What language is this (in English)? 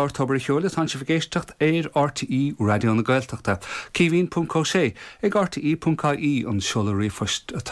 Irish